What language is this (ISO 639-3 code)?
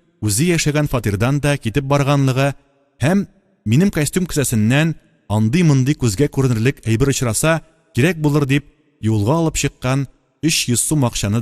tat